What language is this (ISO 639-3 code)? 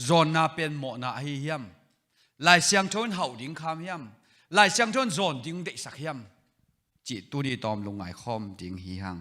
ctd